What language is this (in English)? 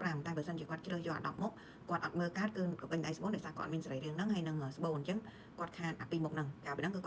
Khmer